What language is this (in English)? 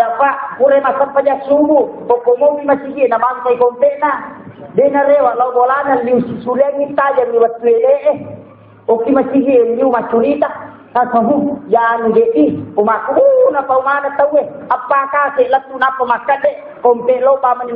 Buginese